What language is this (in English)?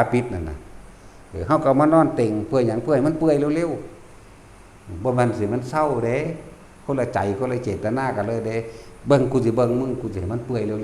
Northeastern Thai